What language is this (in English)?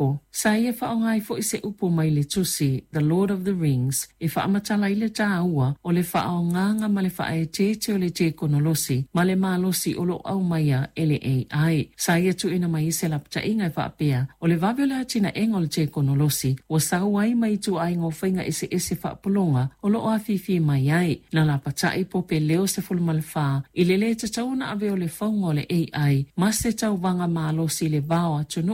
Samoan